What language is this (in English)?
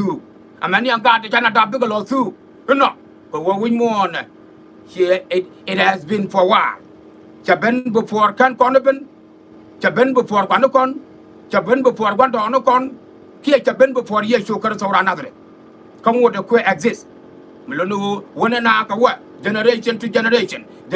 Nuer